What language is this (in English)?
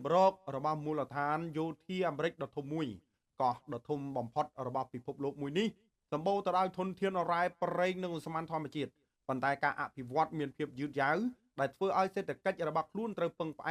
Khmer